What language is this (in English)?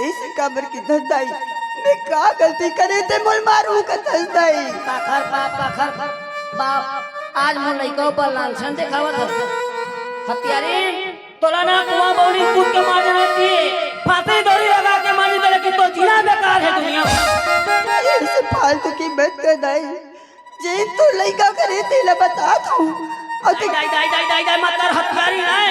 Chhattisgarhi